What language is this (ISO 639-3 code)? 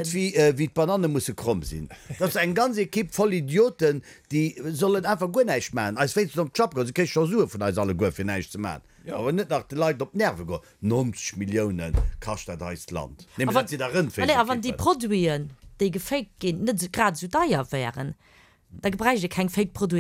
ltz